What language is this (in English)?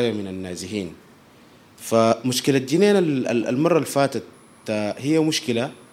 Sudanese Arabic